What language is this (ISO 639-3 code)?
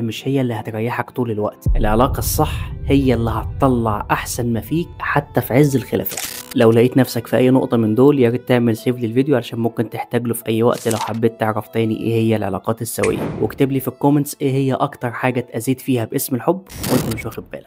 arz